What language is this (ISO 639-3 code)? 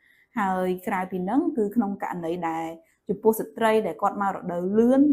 khm